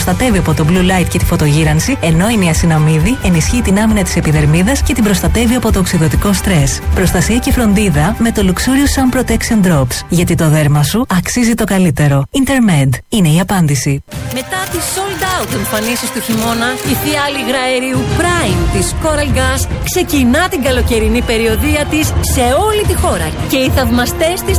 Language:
Greek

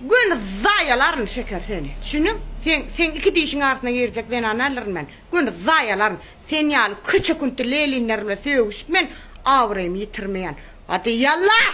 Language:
Turkmen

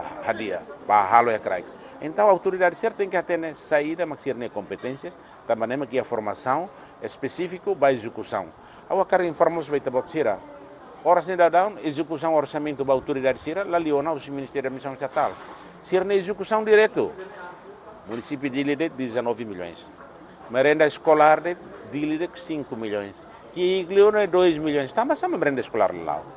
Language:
Tetum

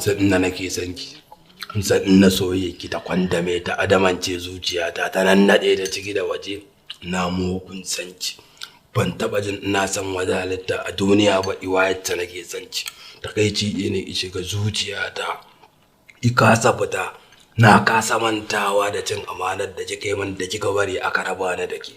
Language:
Hausa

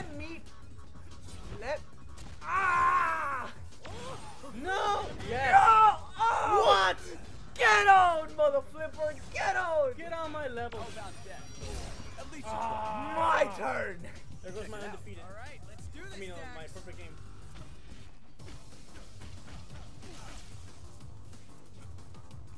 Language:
English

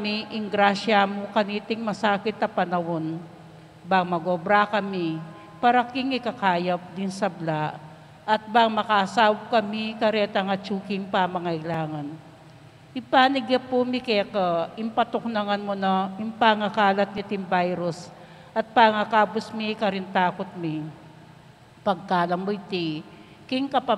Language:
Pampanga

